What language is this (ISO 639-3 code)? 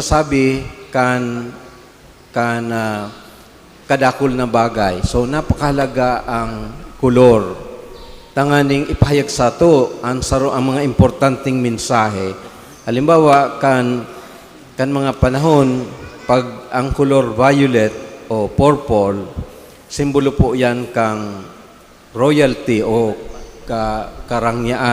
bik